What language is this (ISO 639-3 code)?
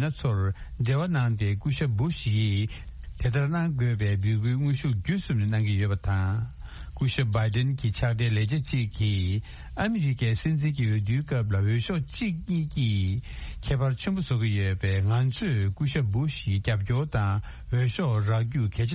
bod